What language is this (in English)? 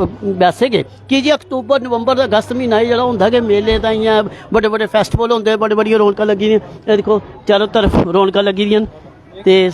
Dogri